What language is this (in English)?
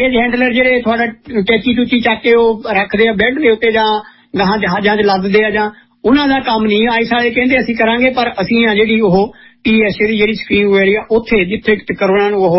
Punjabi